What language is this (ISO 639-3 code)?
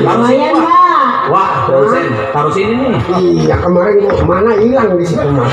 bew